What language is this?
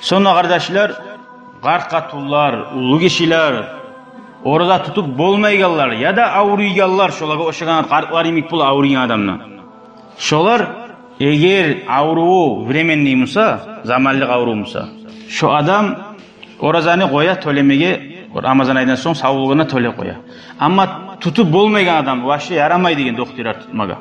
Kumyk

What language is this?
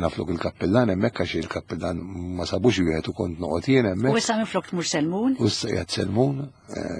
Maltese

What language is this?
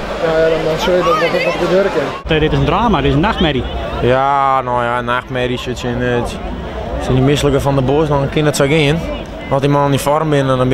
Western Frisian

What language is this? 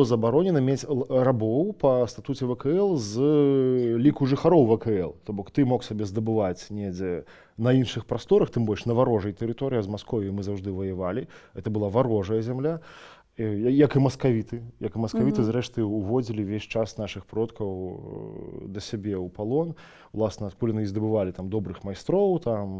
Belarusian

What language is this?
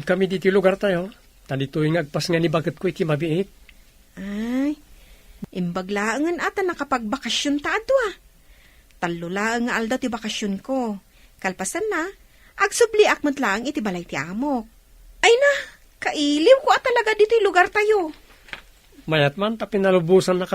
Iloko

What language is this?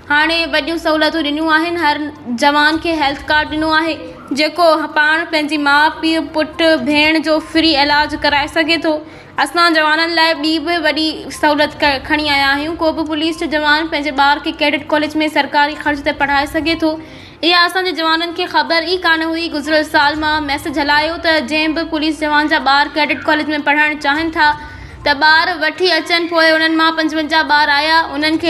Sindhi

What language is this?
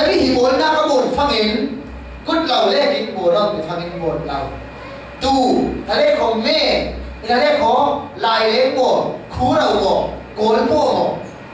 Falam Chin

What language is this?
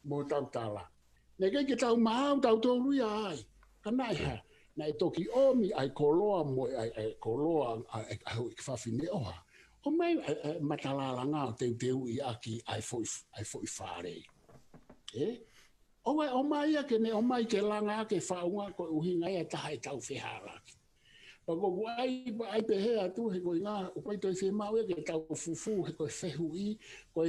Tongan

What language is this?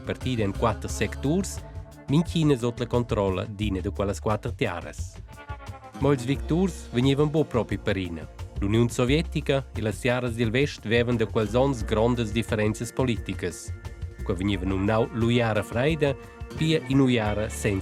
Romansh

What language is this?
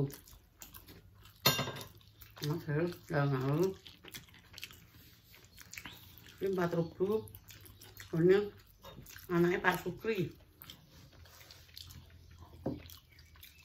Indonesian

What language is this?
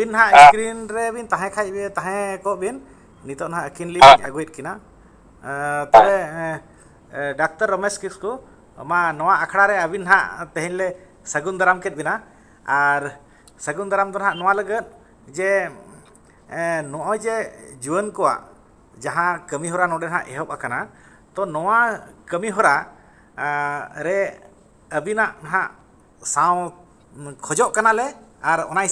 Santali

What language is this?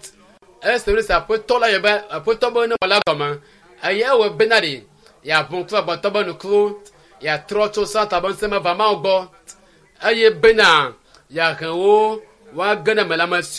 Ewe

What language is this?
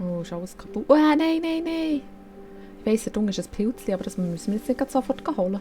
Swiss German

